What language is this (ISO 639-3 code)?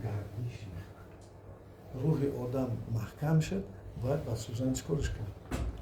tgk